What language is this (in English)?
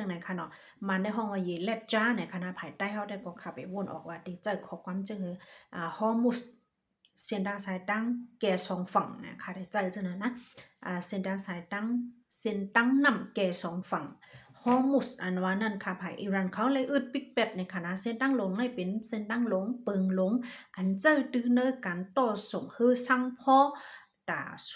Shan